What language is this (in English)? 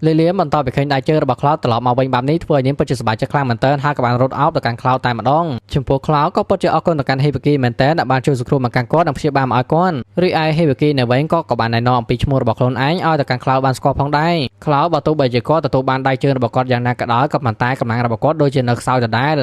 Khmer